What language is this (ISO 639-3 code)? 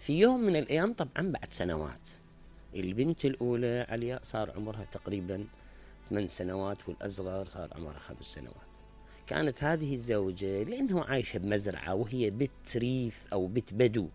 acm